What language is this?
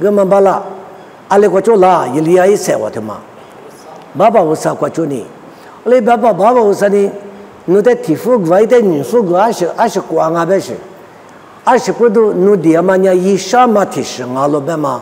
Lisu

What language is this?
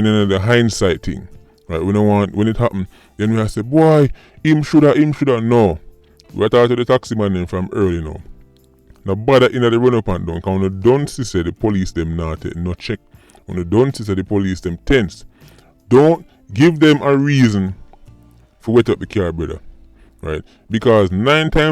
Jamaican Creole English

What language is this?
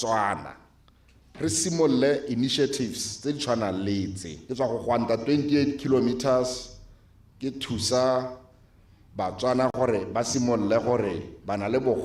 Tswana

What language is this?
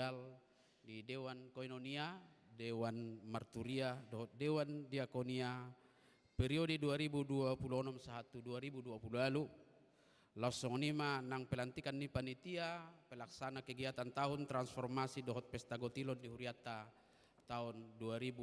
Batak Toba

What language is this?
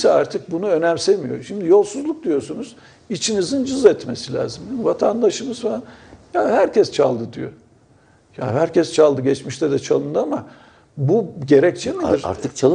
Turkish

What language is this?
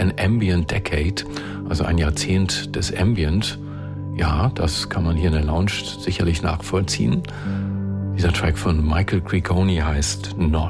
German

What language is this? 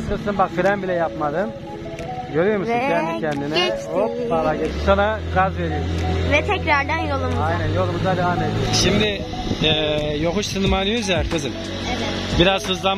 Turkish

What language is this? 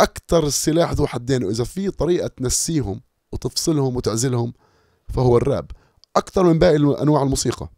North Levantine Arabic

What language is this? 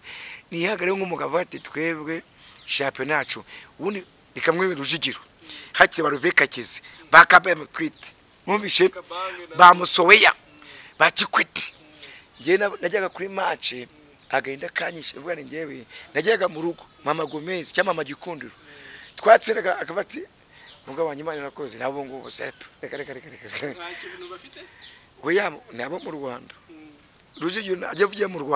Kinyarwanda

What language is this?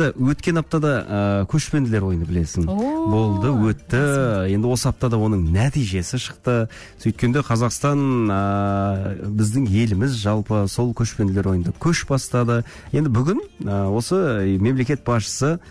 Kazakh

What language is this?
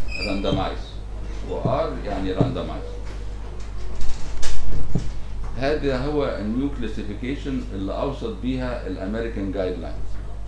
Egyptian Arabic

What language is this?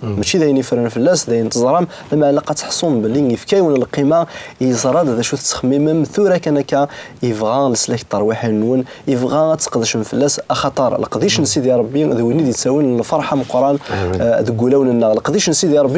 Kabyle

